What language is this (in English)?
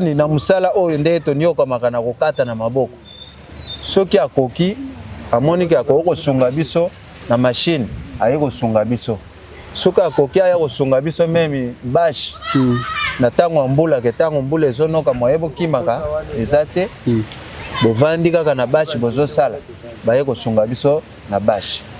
Lingala